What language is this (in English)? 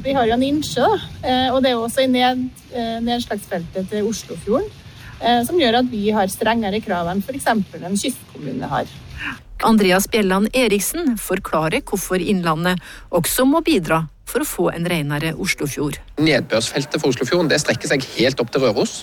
Norwegian